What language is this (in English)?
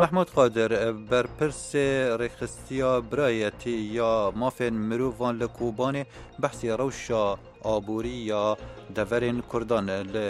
Kurdish